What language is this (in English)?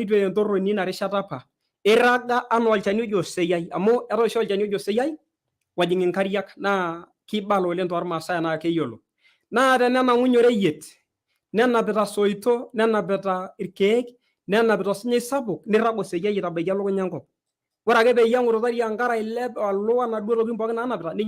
Masai